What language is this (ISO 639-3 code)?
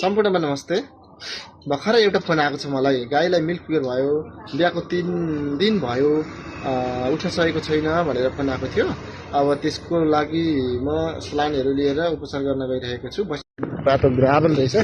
nep